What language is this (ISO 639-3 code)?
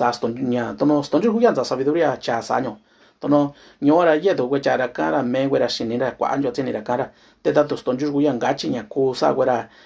mix